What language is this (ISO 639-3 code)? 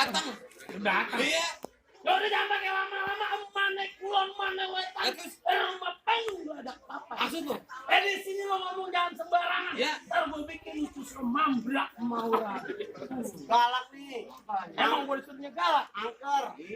bew